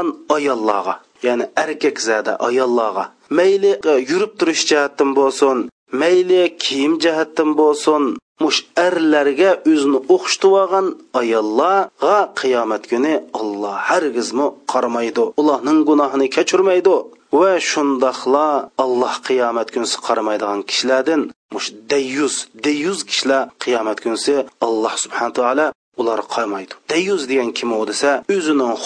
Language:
Uyghur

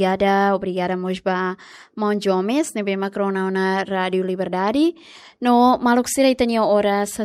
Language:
Tetum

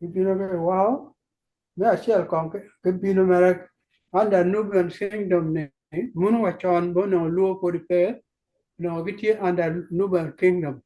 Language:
Acoli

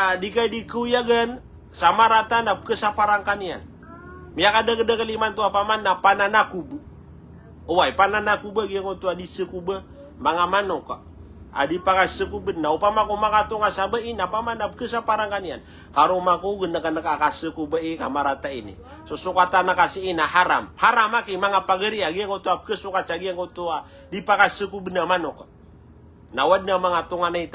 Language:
Maranao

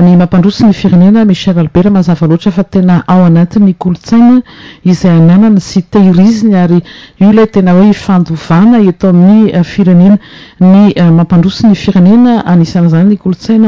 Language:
Malagasy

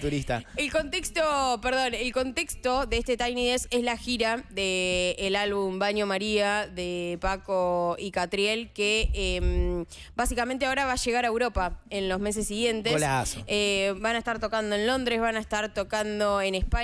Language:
Spanish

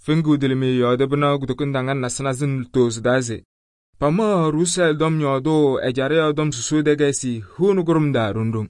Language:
Kabiyè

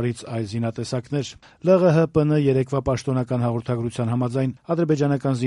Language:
Armenian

